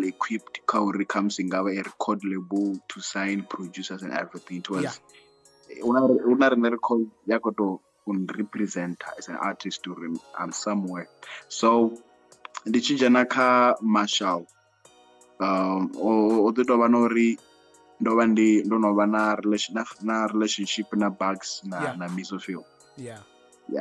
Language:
Venda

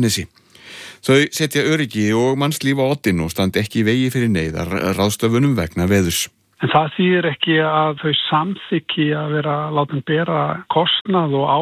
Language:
Icelandic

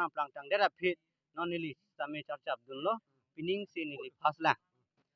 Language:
Karbi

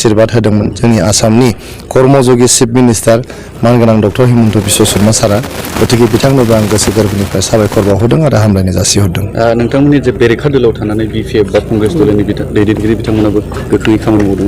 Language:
Bodo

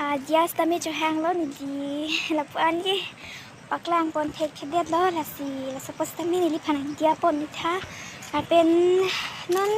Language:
Karbi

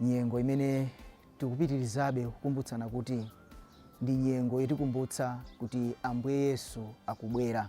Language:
Nyanja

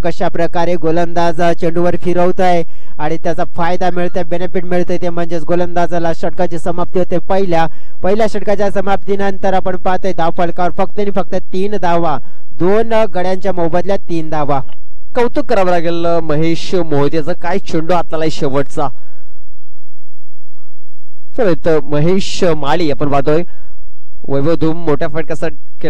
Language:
Marathi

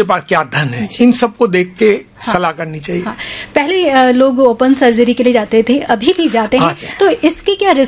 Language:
Hindi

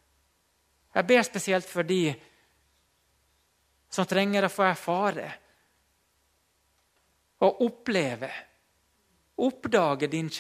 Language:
Norwegian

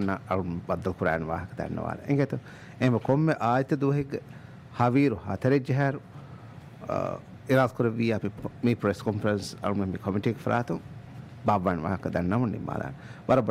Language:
Divehi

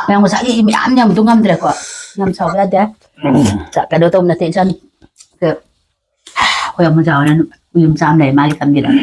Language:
Manipuri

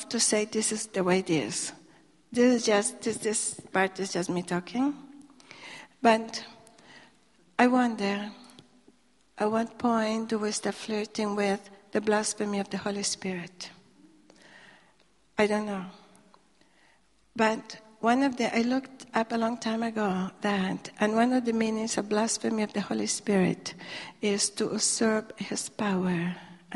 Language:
English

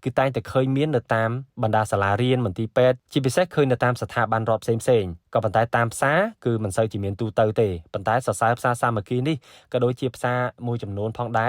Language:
Khmer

